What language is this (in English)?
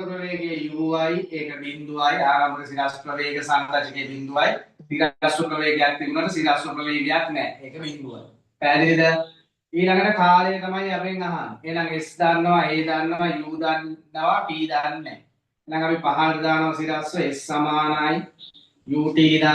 Sinhala